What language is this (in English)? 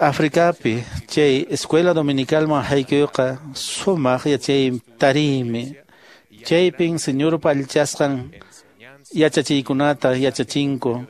Quechua